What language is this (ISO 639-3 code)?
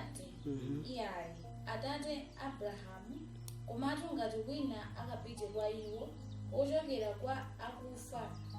nya